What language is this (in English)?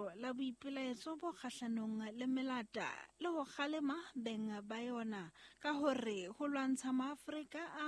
Southern Sotho